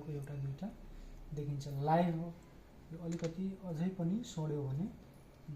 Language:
Nepali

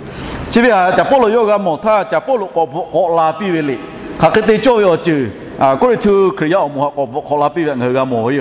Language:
Lahu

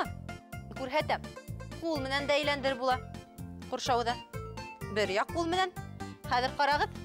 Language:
Bashkir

